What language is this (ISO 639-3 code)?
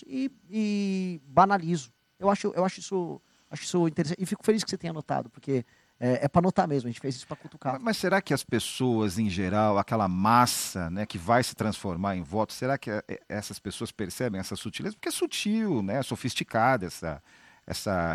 por